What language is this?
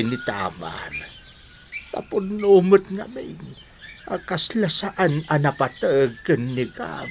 Iloko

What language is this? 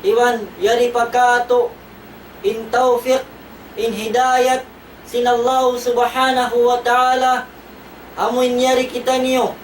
Tausug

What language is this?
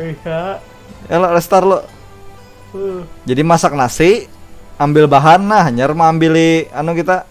Banjar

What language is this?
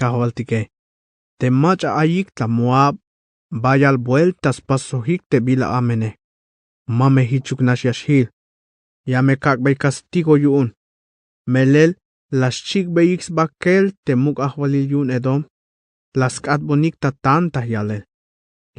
Tzeltal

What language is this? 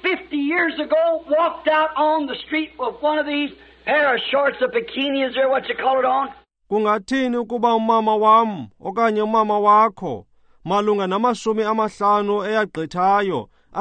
Xhosa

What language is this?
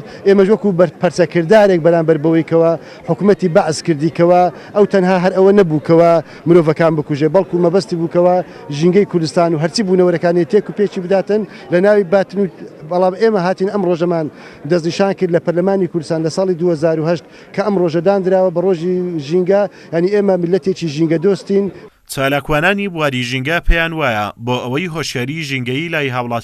Central Kurdish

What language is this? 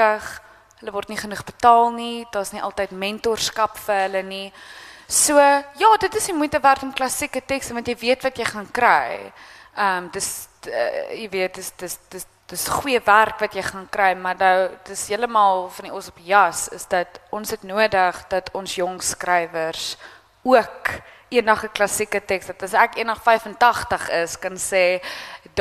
Afrikaans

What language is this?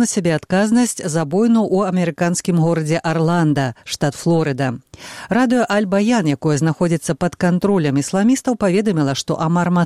Belarusian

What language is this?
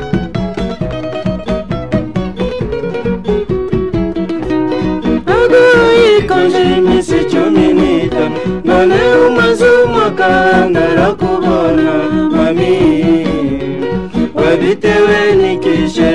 Kinyarwanda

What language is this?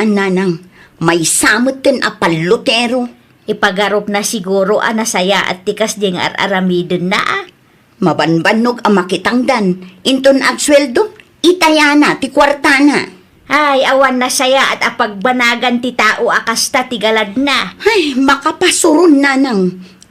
Iloko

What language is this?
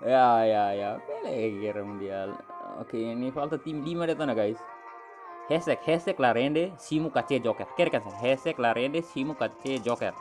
Tetum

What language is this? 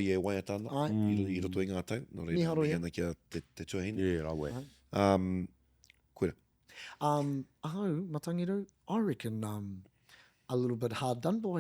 Māori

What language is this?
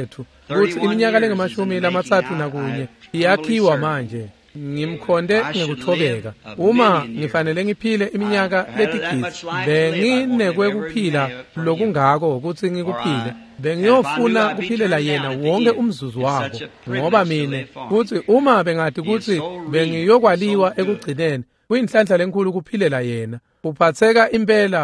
Swati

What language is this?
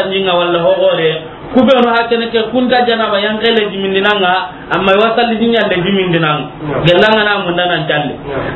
Soninke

